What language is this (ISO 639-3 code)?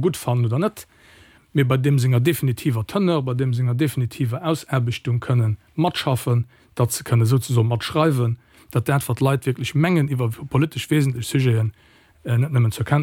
ltz